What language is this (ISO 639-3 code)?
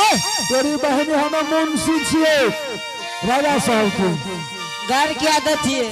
anp